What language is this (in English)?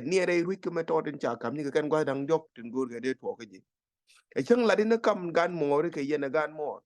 Nuer